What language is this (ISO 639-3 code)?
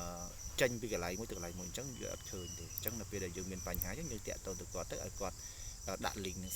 khm